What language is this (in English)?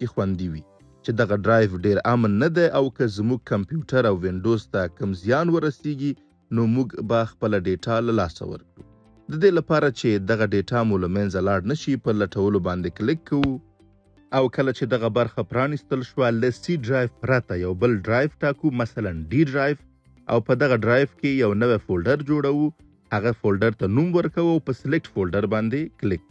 Pashto